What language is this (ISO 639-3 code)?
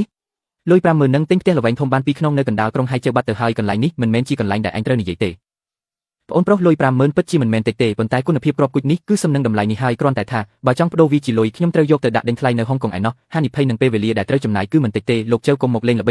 khm